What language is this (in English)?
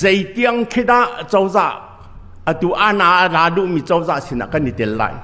Hakha Chin